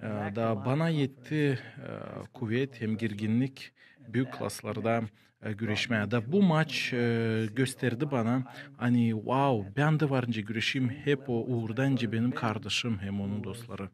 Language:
Gagauz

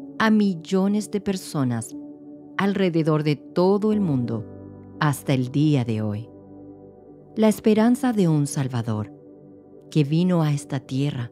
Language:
Spanish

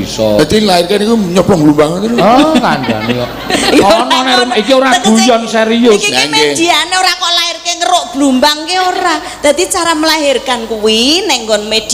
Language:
Javanese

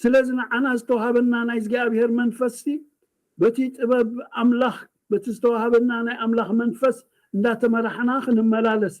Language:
Tigrinya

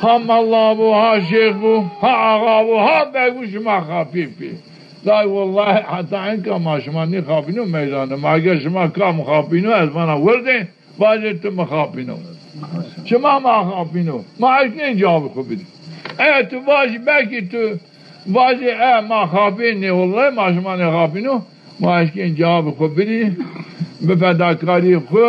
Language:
Zaza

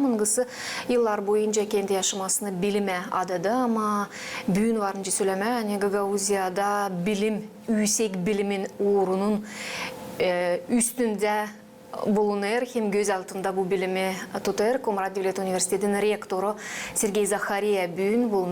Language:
Gagauz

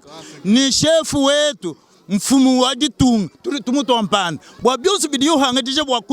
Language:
Luba-Lulua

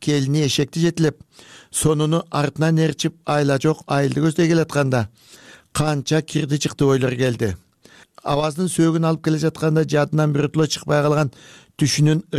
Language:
Kyrgyz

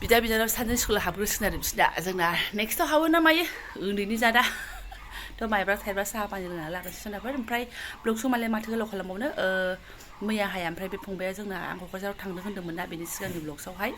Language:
Bodo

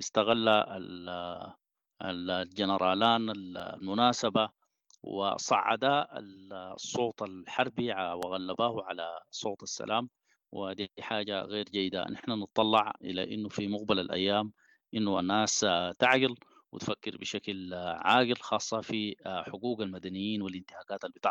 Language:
Sudanese Arabic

